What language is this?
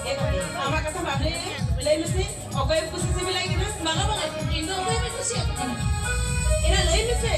Santali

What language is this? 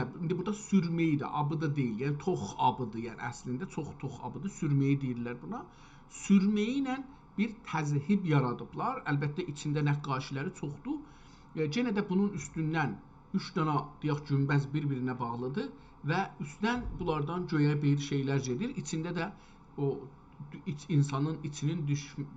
South Azerbaijani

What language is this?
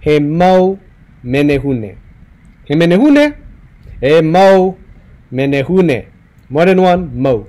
Hawaiian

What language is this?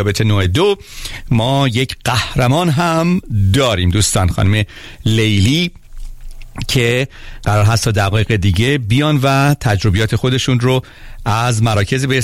Persian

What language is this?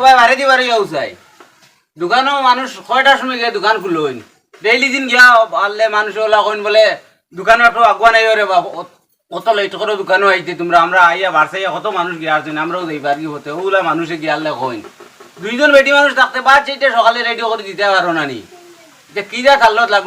Sylheti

